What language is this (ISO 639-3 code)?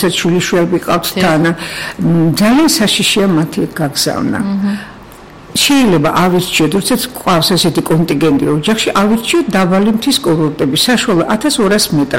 kat